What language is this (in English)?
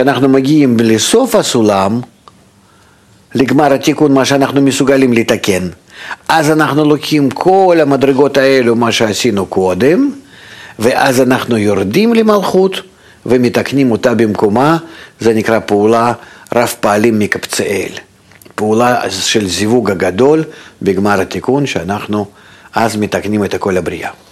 Hebrew